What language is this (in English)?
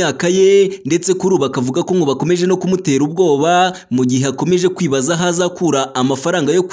Kinyarwanda